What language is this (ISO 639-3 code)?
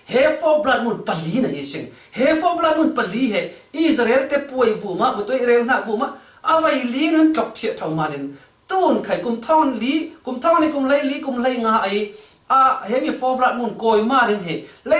cfm